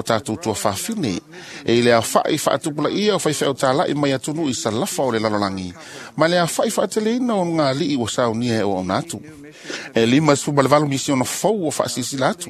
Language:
Samoan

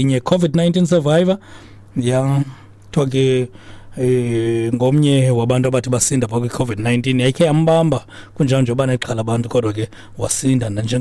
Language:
Xhosa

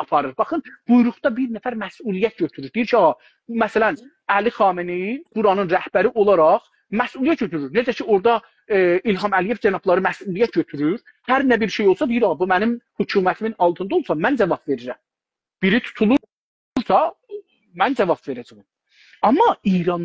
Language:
South Azerbaijani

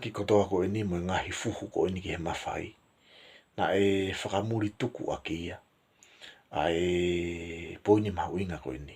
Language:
Tongan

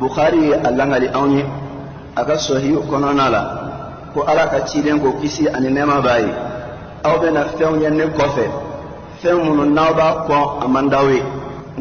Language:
Bambara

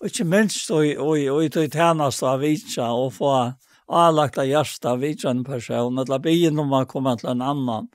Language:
Faroese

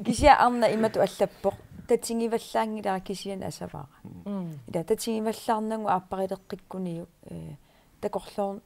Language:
Kalaallisut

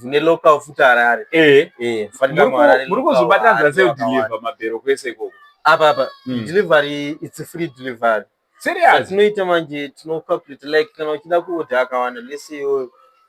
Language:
Shona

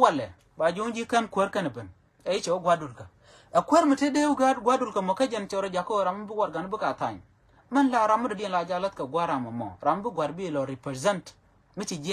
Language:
Nuer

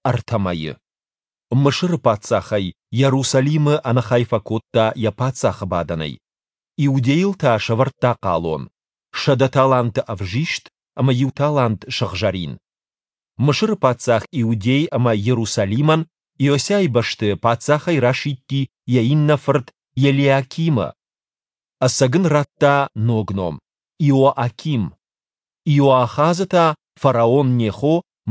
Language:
Ossetic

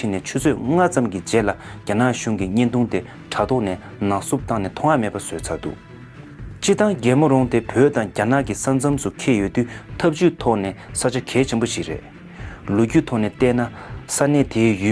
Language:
Tibetan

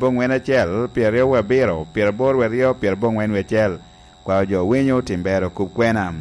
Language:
Lango (Uganda)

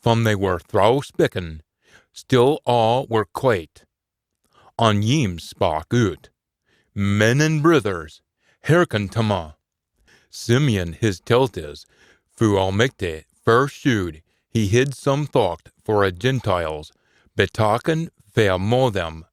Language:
Scots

